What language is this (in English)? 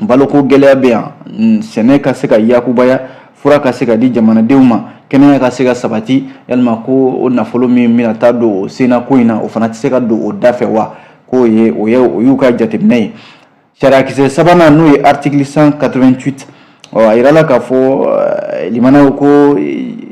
Bambara